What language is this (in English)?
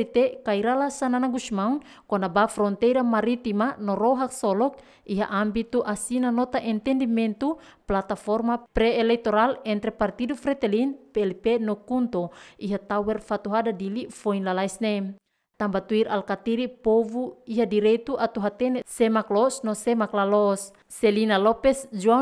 Tetum